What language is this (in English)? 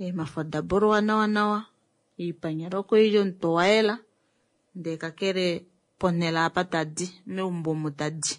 Kuanyama